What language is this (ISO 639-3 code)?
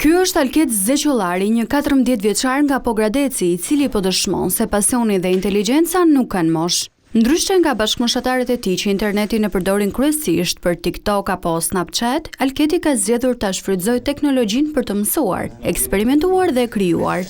sqi